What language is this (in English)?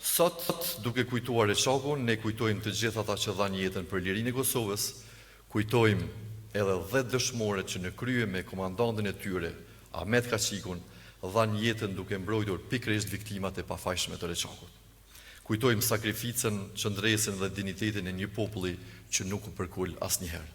Albanian